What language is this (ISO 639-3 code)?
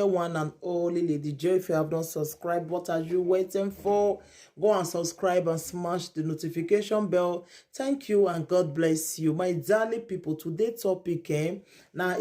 pcm